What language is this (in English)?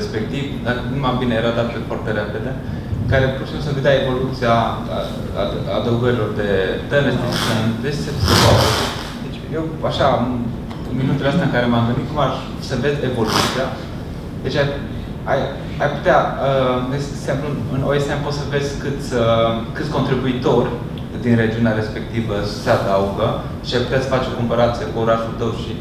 Romanian